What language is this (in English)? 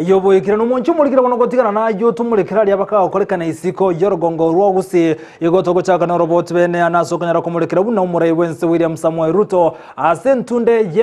Gusii